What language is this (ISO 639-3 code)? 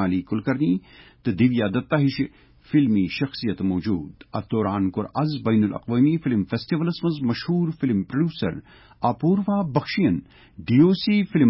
kas